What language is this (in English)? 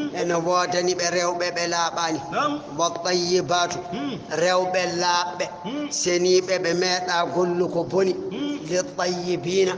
Fula